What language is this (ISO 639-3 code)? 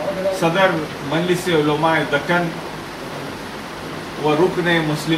urd